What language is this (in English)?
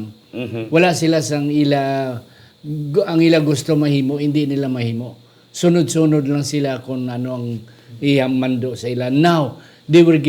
Hiligaynon